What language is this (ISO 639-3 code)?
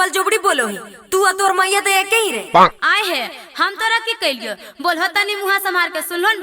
mag